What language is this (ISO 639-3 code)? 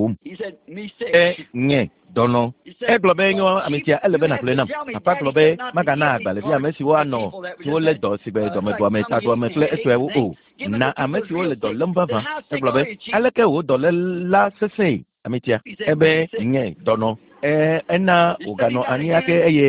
ewe